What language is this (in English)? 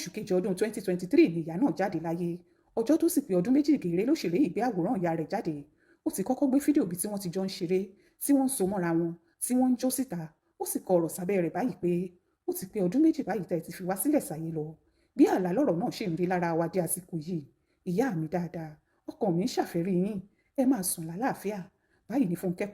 Yoruba